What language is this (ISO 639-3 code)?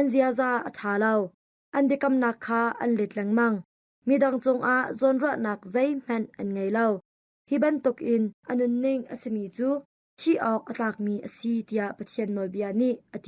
cnh